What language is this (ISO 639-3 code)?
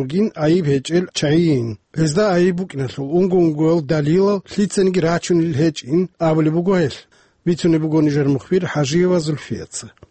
ava